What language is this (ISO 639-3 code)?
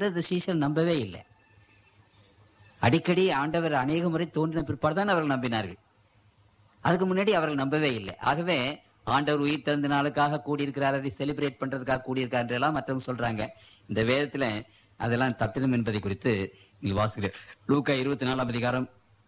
tam